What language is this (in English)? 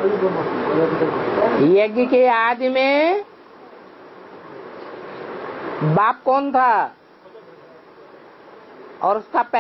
Hindi